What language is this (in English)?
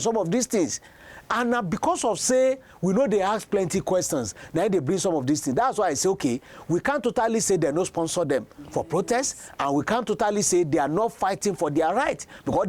Nigerian Pidgin